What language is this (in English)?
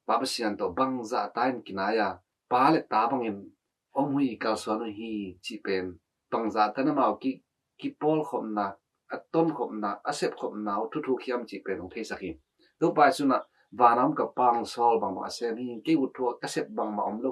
Tedim Chin